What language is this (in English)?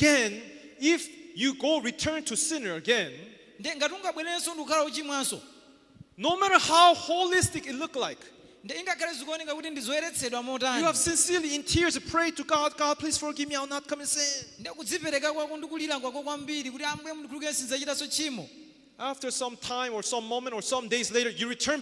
Nyanja